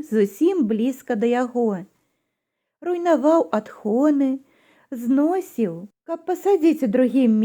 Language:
Belarusian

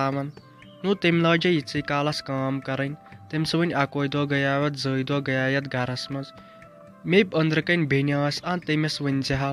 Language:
Kashmiri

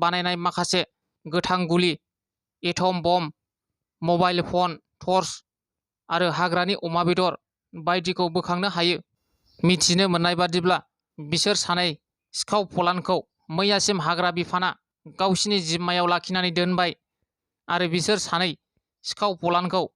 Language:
Bodo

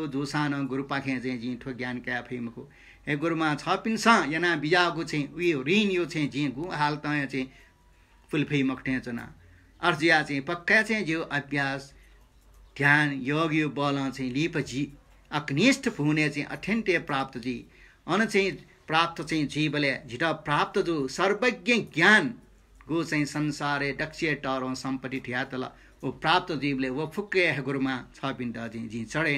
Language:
Newari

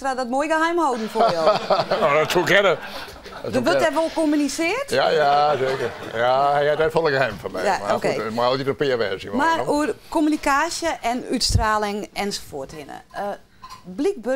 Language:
Western Frisian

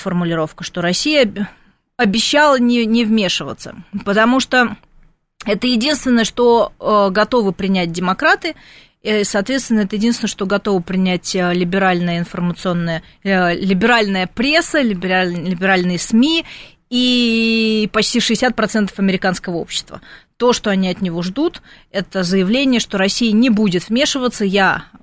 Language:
Russian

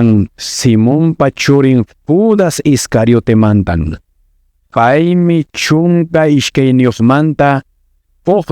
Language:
Quechua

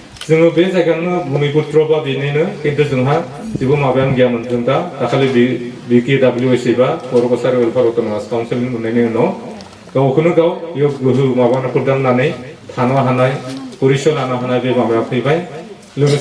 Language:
Bodo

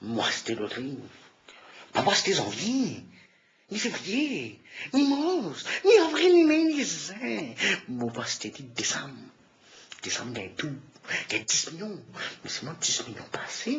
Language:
Morisyen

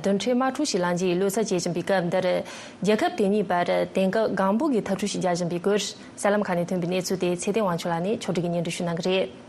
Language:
Tibetan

